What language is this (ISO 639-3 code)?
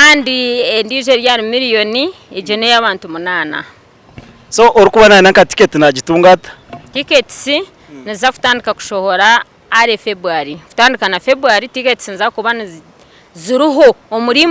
nyn